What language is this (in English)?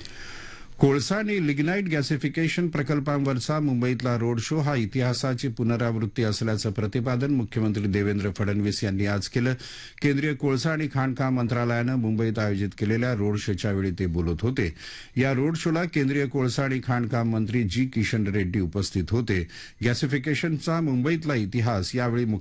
Marathi